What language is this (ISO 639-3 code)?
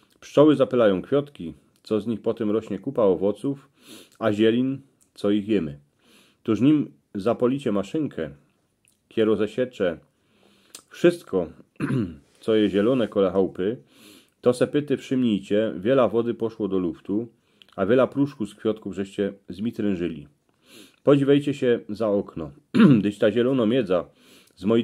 szl